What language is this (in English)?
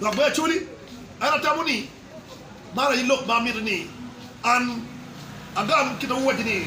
Acoli